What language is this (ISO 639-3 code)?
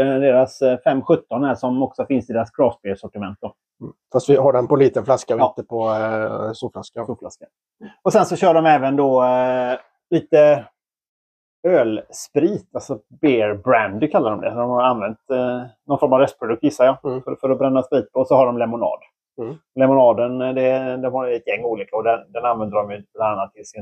swe